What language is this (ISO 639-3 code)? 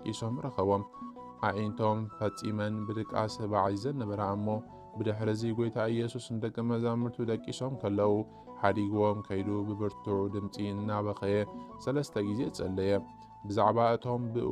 tir